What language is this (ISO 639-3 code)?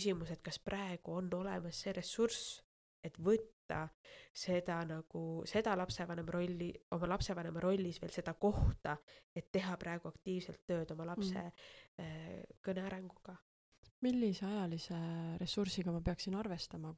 est